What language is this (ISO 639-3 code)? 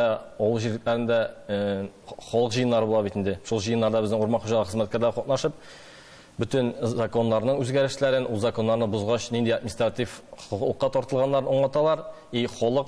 tat